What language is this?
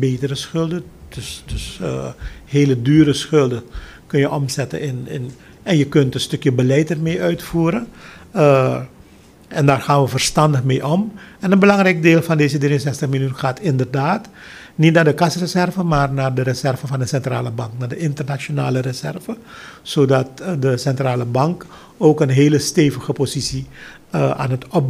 Dutch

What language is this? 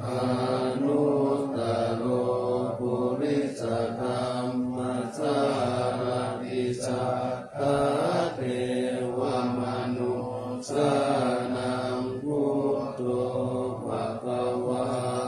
Pali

